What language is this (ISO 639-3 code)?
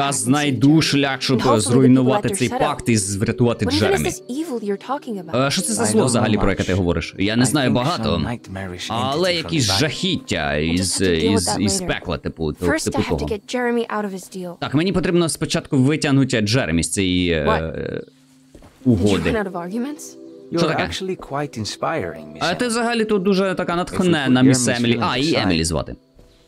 ukr